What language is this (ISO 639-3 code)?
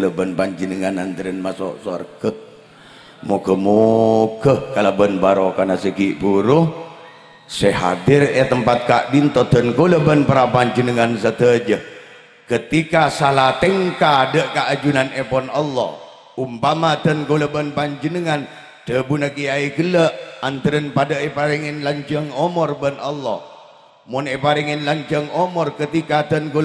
mad